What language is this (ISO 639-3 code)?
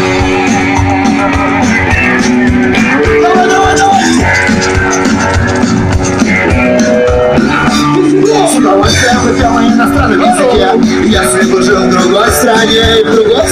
rus